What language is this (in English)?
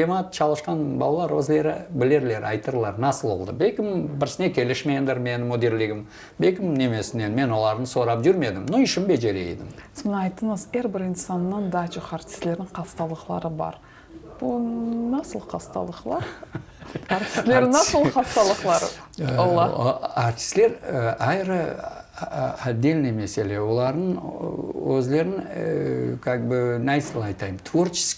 Crimean Tatar